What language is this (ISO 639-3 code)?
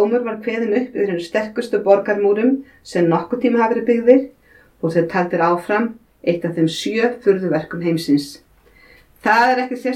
isl